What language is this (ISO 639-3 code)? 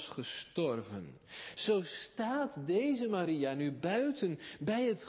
nld